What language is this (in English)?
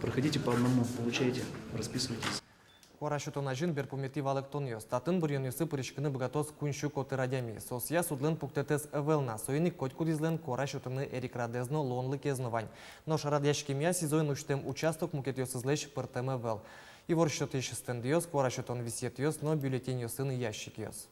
Udmurt